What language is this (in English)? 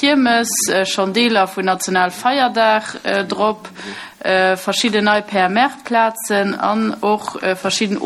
Luxembourgish